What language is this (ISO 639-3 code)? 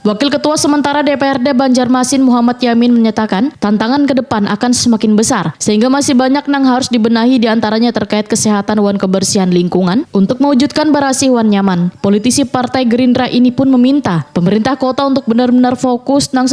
bjn